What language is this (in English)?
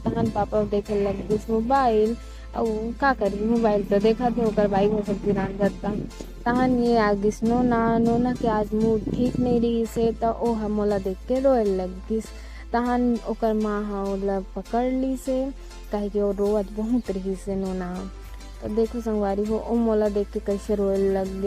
Chhattisgarhi